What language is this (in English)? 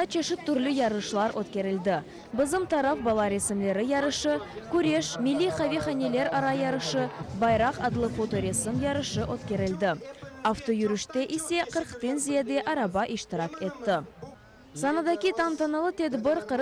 Crimean Tatar